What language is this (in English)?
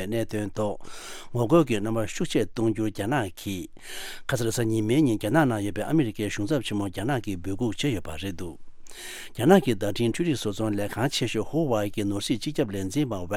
Tibetan